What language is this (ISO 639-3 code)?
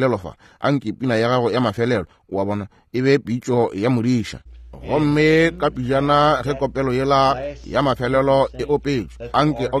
nso